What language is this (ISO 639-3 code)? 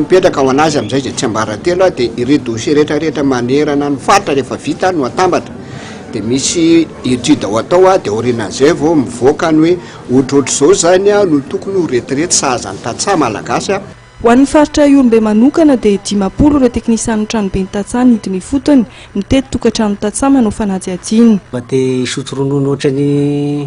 mlg